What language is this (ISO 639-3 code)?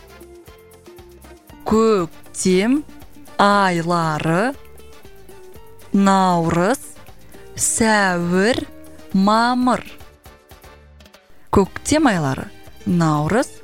kaz